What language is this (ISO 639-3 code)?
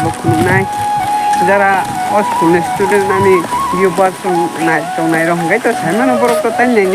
trp